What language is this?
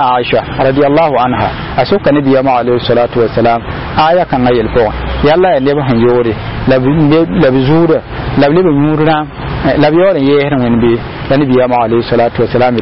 Mossi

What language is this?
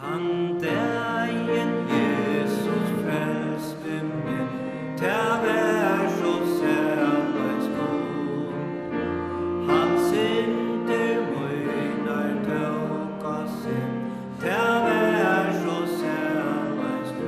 Faroese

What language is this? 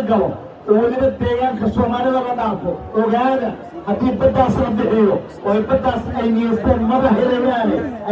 Somali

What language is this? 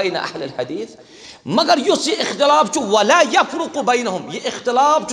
Kashmiri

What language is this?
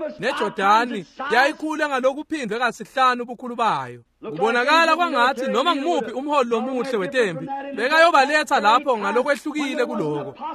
Swati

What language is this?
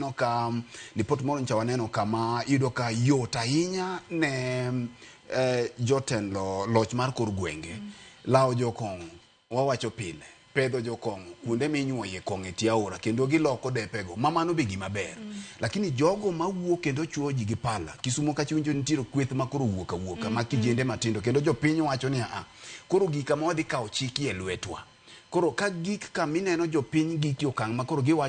Luo (Kenya and Tanzania)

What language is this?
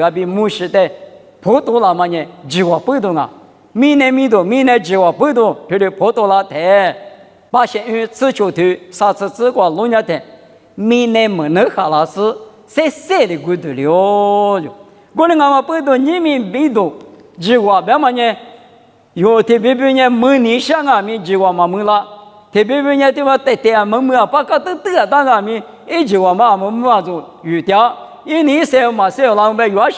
Lisu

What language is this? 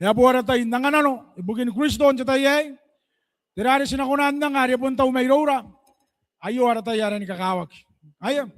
Gilbertese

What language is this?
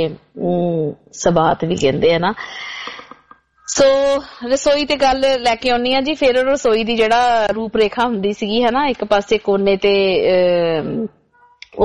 Punjabi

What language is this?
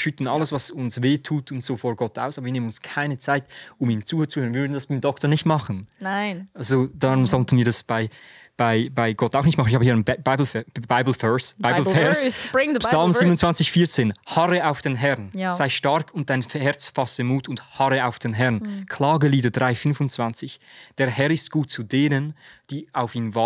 Swiss German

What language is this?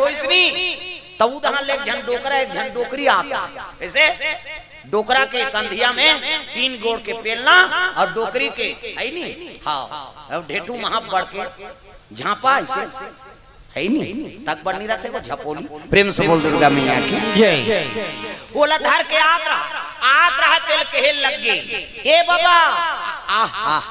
Chhattisgarhi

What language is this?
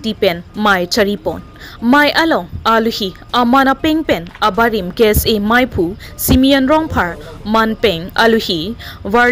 Karbi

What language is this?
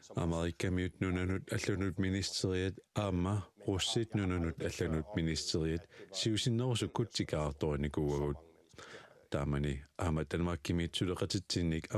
Kalaallisut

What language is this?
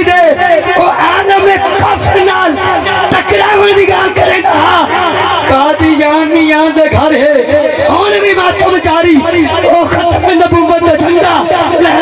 Saraiki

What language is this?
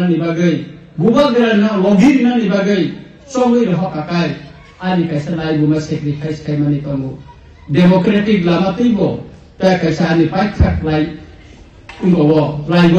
Kok Borok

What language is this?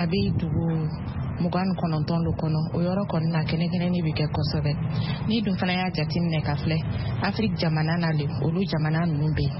Bambara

